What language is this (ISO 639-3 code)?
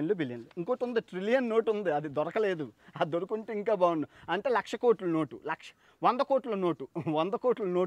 tel